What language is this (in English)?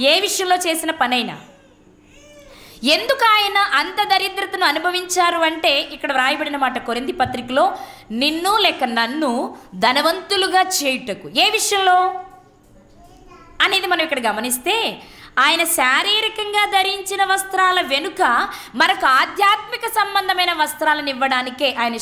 Telugu